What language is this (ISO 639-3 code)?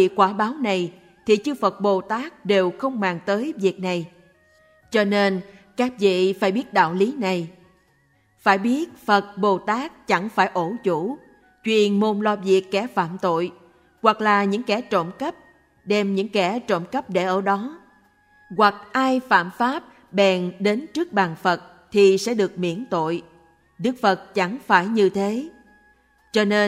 vie